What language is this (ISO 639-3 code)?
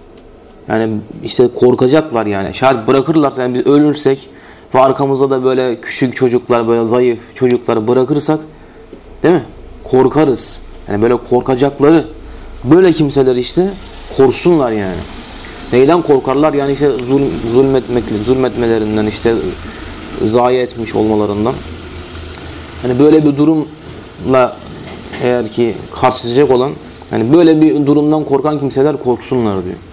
tur